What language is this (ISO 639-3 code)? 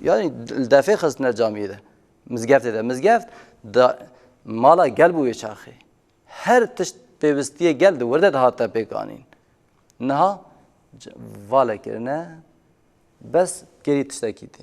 kur